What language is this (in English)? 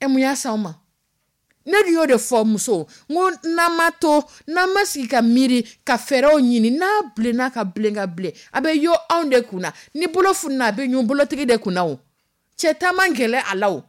Dyula